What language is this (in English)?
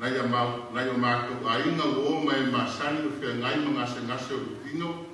Samoan